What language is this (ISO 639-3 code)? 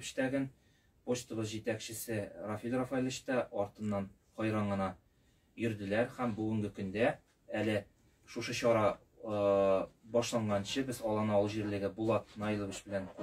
tat